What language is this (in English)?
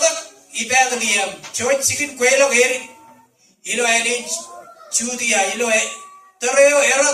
Marshallese